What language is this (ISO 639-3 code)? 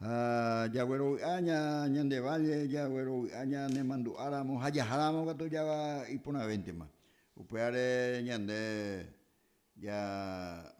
grn